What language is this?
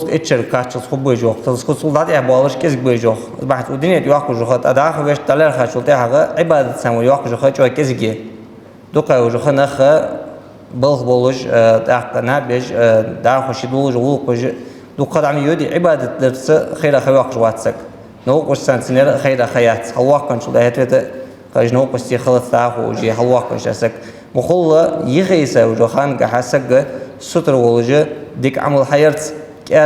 Ingush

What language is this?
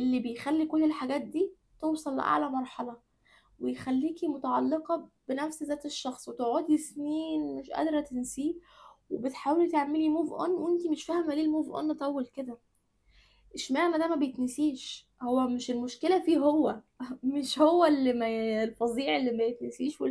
Egyptian Arabic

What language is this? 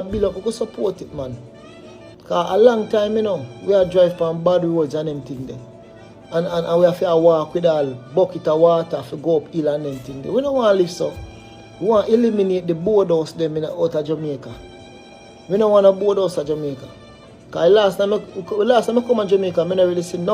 Jamaican Creole English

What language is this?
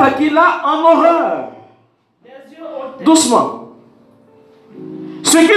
French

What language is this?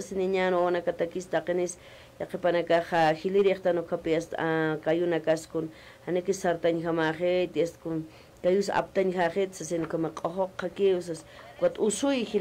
Aymara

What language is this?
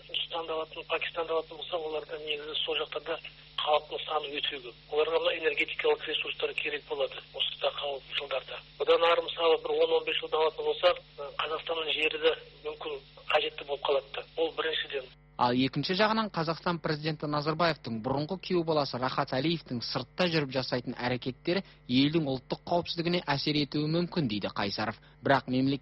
Kazakh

